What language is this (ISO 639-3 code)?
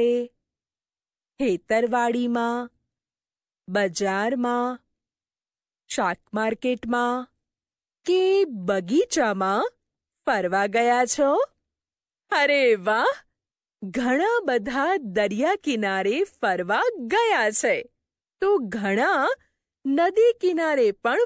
guj